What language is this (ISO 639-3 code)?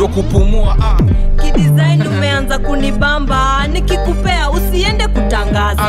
swa